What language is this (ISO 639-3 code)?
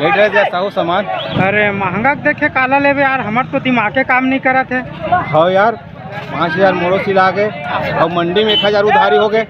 hne